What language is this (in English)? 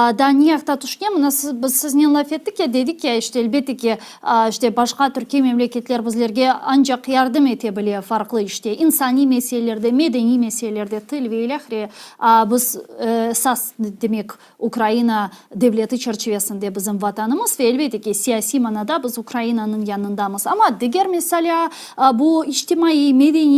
Crimean Tatar